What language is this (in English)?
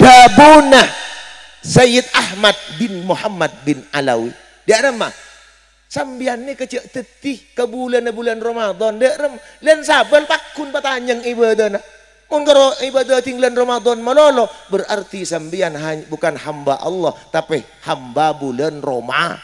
Madurese